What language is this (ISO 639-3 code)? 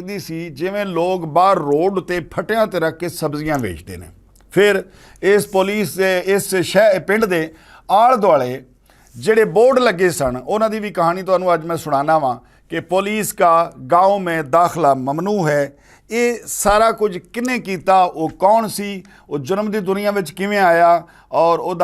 lah